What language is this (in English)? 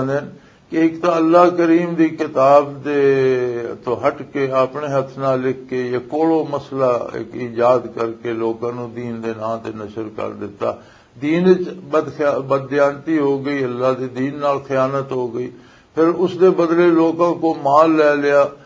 Western Panjabi